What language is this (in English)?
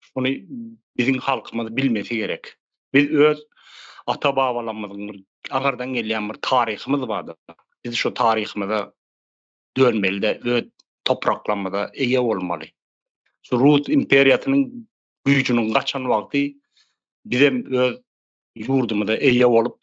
Turkmen